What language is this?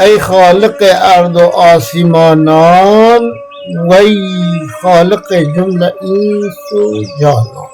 Kurdish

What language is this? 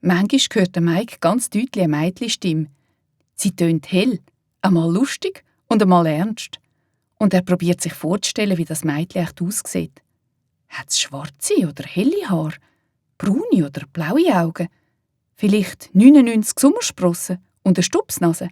Swiss German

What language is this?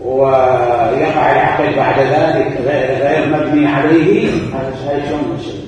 Mesopotamian Arabic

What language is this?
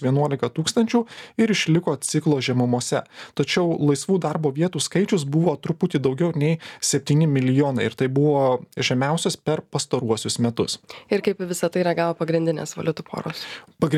Lithuanian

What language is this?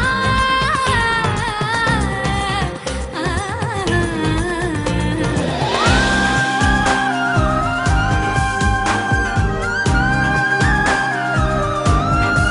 Malayalam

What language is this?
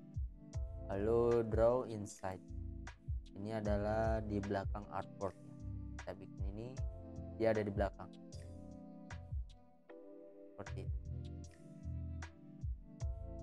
Indonesian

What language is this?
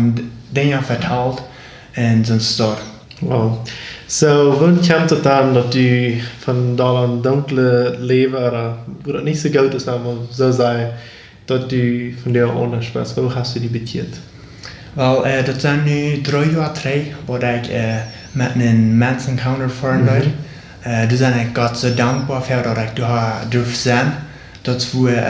Plautdietsch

